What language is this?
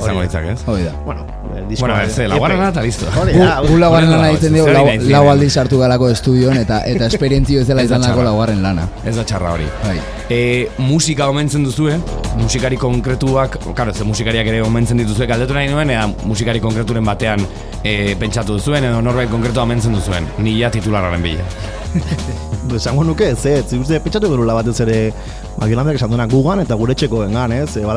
Basque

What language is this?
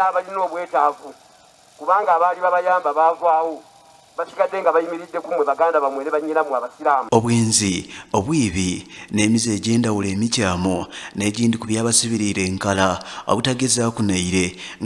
Soga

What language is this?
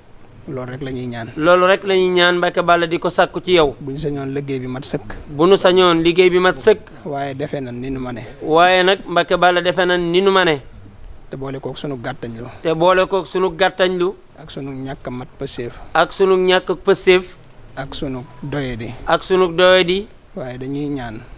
Wolof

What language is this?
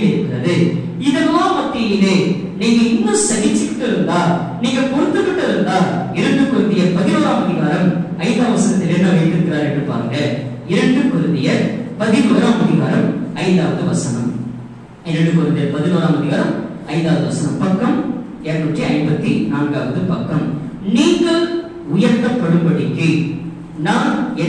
Tamil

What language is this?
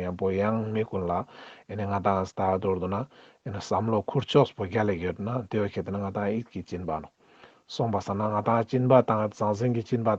Ladakhi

